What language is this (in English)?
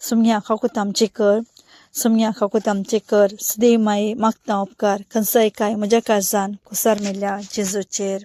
Konkani